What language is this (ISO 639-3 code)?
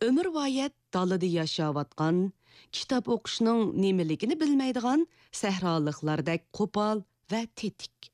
uig